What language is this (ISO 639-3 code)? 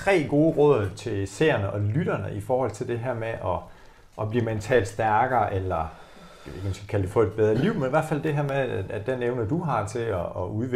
dan